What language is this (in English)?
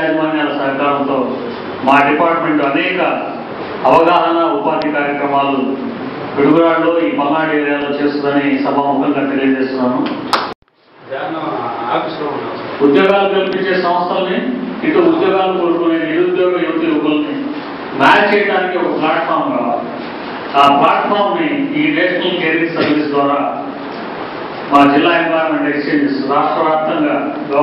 Telugu